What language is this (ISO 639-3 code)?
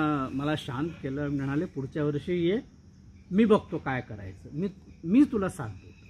mar